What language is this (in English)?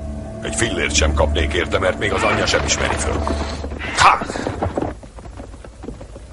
Hungarian